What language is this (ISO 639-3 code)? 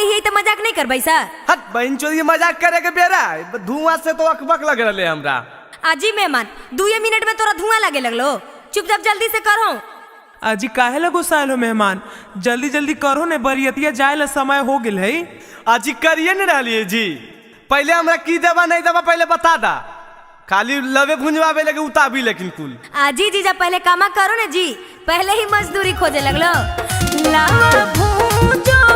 mag